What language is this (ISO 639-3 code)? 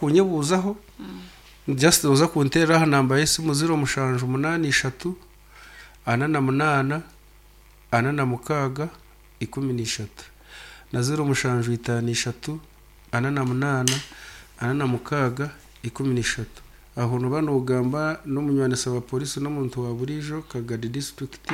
nyn